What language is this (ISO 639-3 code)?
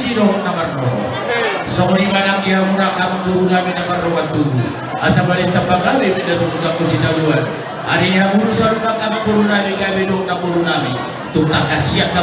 bbc